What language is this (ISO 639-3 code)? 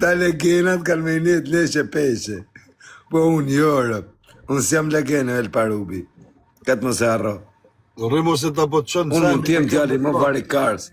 sqi